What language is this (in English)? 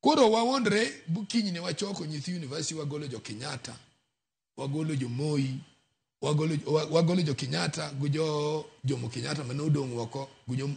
Luo (Kenya and Tanzania)